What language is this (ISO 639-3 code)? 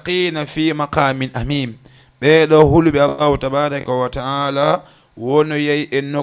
ful